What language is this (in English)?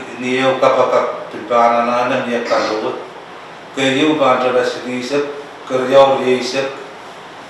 Pohnpeian